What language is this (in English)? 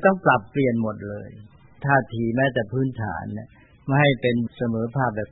Thai